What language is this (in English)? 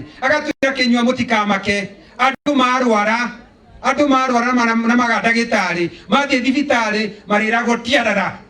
Kikuyu